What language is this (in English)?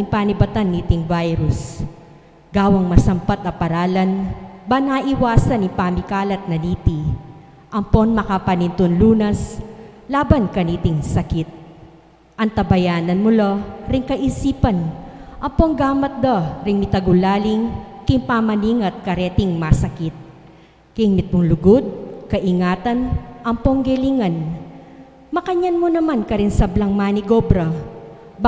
Pampanga